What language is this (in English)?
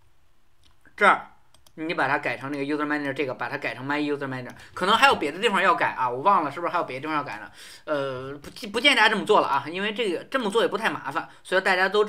Chinese